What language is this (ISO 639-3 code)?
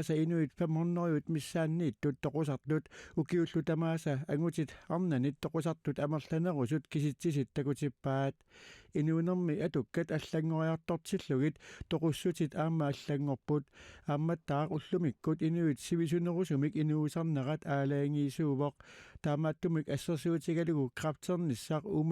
kal